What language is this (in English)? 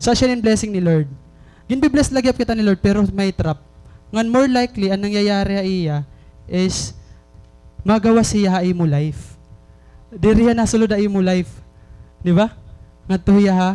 Waray